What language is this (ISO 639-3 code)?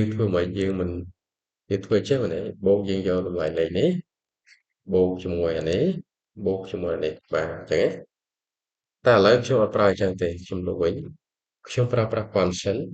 khm